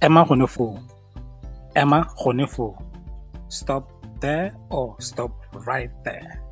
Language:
Tswana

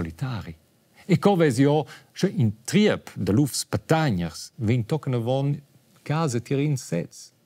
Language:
Romansh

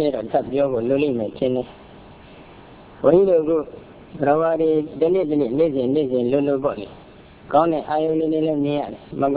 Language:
Burmese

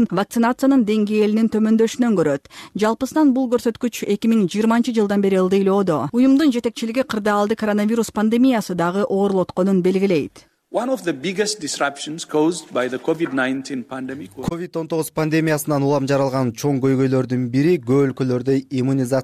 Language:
Kyrgyz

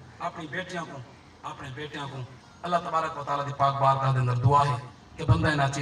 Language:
Saraiki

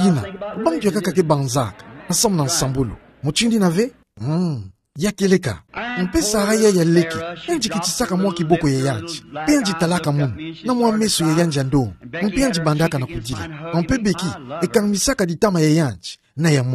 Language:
Kituba (Democratic Republic of Congo)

